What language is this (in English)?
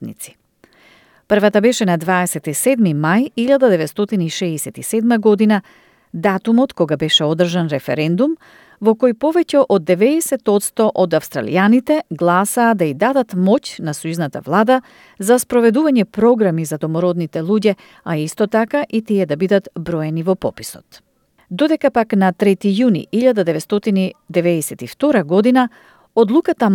Macedonian